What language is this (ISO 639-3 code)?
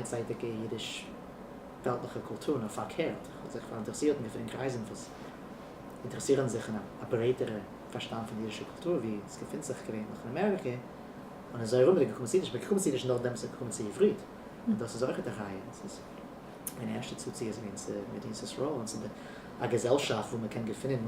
yid